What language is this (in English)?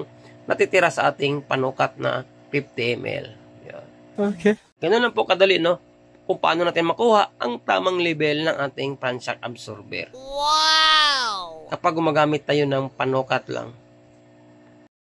Filipino